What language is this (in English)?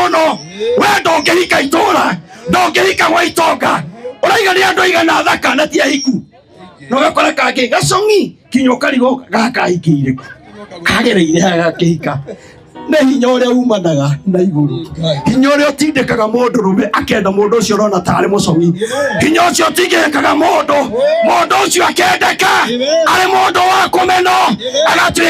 Kikuyu